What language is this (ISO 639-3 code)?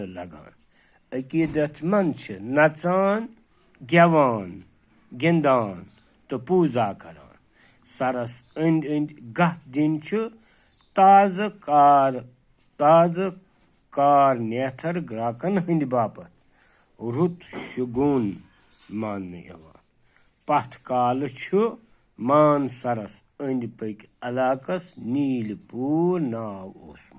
kas